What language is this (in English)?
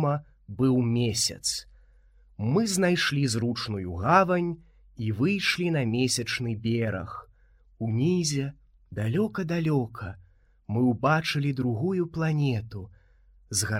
Belarusian